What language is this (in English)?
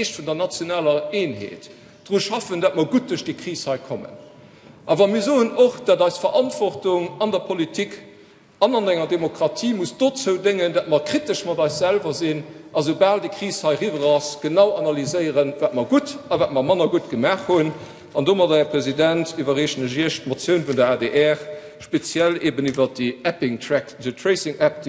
Luxembourgish